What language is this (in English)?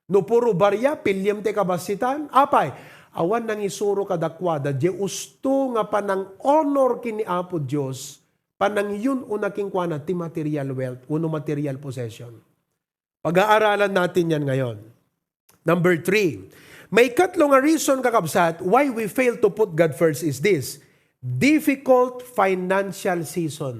Iloko